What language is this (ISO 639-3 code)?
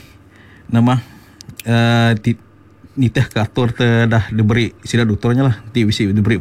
iba